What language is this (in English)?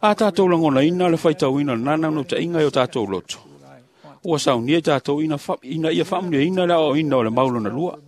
Samoan